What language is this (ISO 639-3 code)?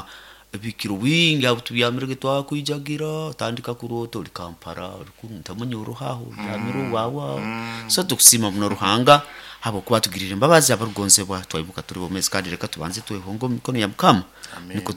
nyo